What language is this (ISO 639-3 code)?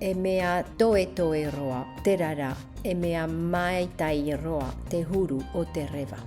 tah